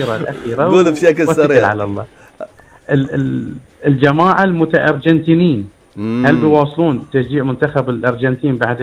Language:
Gulf Arabic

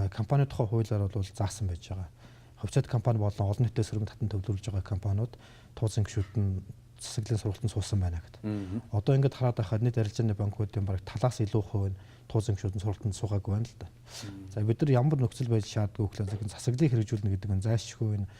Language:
Mongolian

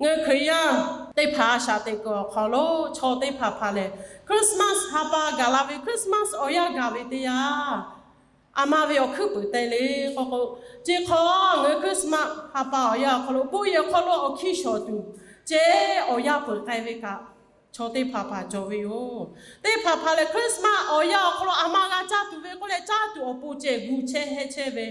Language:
Lahu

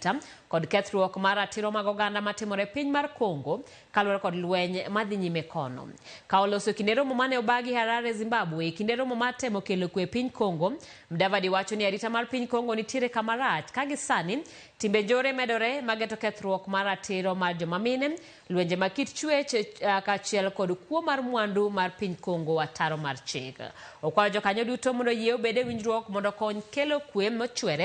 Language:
Luo (Kenya and Tanzania)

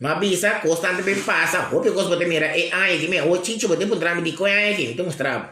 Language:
Papiamento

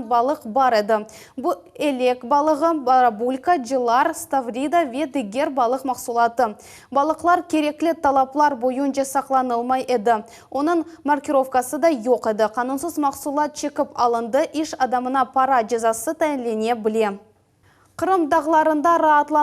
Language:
Crimean Tatar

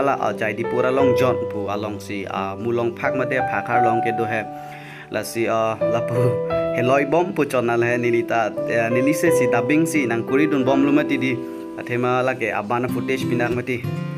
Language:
Karbi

